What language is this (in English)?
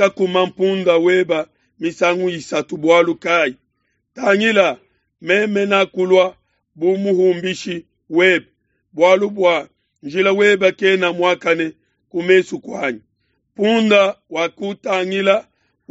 Luba-Lulua